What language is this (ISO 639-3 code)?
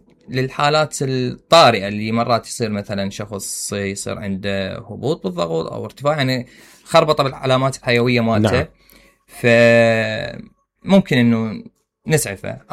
acm